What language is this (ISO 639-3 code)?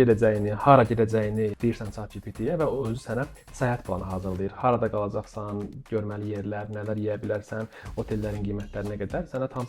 aze